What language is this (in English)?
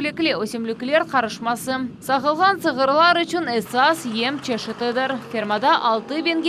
Crimean Tatar